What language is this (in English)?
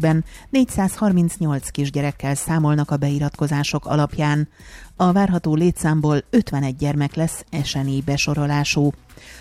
Hungarian